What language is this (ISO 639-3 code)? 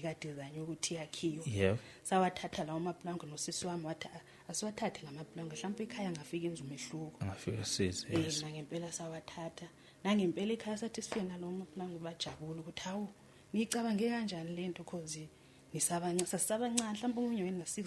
zul